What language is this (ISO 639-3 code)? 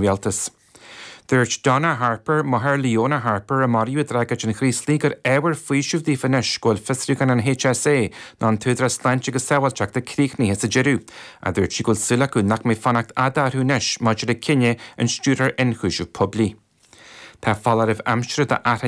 gle